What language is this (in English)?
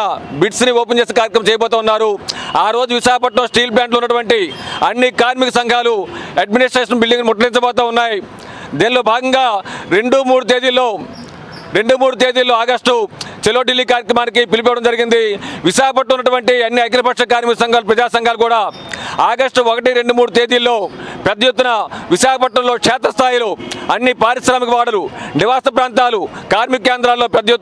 Telugu